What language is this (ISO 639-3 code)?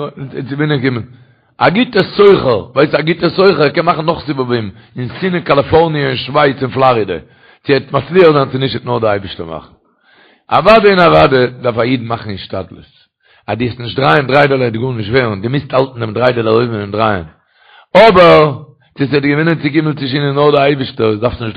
yid